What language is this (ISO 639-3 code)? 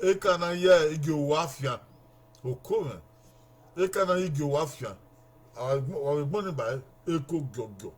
bin